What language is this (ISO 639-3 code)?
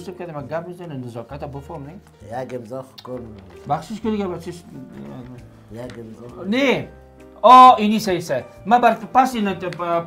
fas